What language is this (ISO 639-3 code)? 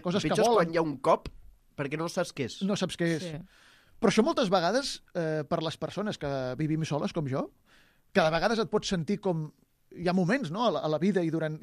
cat